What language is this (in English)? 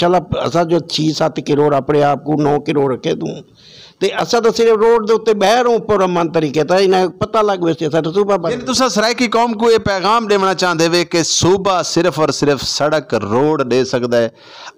Saraiki